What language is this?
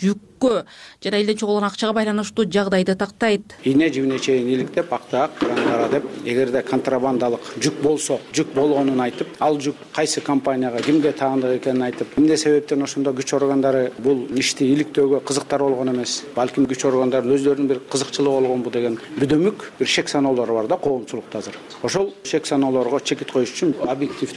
Kyrgyz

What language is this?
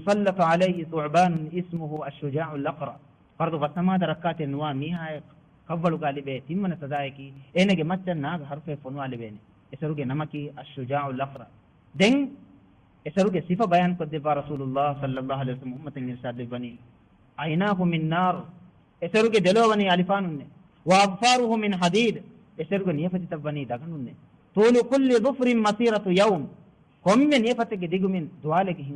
Divehi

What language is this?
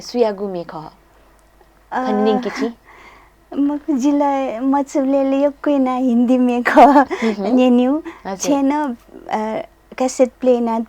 Newari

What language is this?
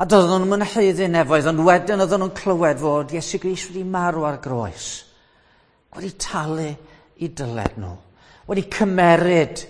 Welsh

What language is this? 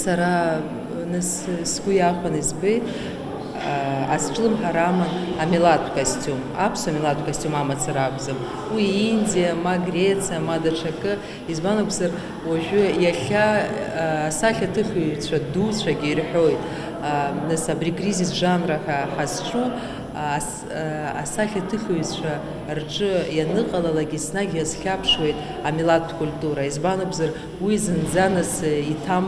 Abkhazian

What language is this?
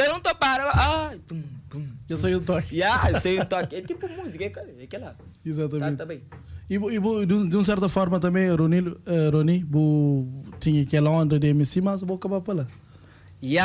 Kabuverdianu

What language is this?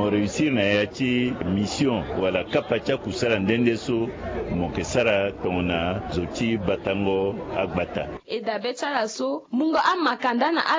Sango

